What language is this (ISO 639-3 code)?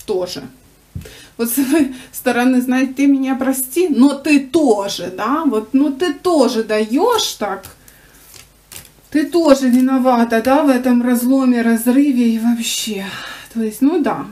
rus